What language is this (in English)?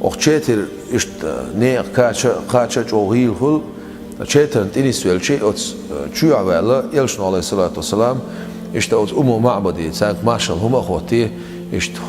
Chechen